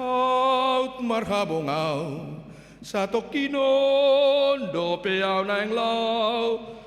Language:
Batak Toba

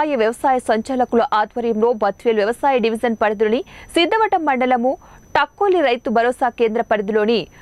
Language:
Telugu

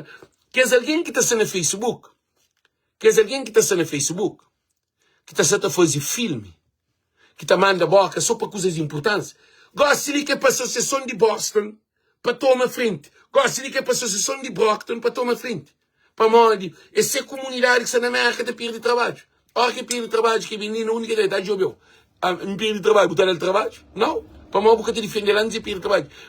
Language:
Kabuverdianu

